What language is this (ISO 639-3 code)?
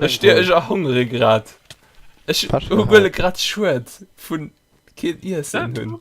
ltz